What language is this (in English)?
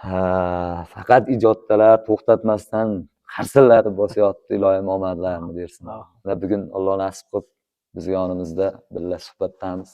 Uzbek